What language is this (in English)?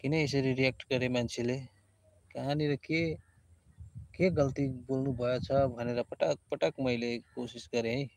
Nepali